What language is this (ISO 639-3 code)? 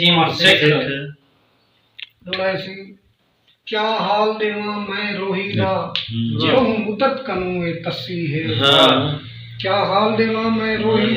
skr